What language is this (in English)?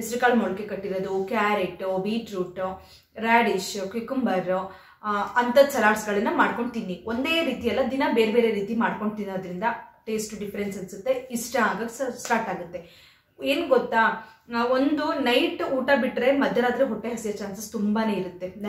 Kannada